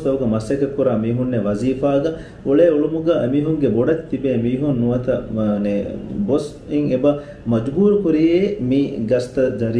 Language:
Divehi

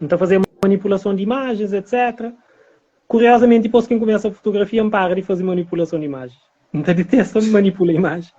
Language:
Kabuverdianu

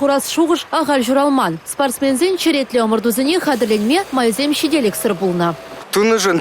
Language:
Chuvash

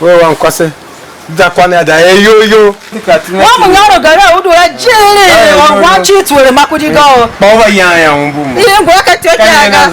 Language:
Tiv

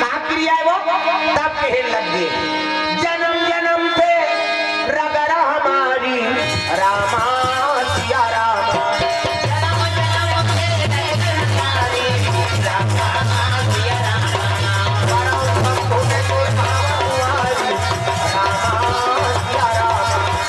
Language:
Chhattisgarhi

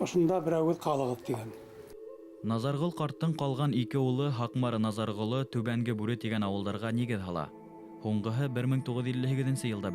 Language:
Bashkir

